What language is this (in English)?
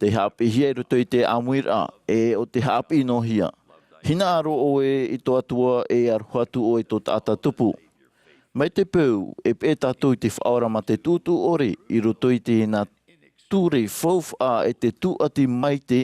Tahitian